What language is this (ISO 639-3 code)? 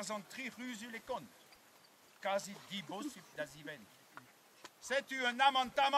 bre